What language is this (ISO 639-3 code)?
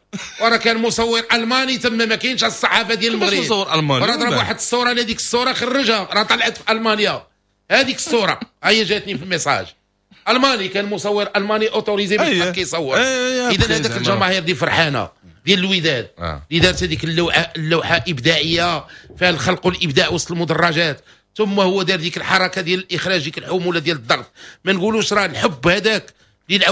ary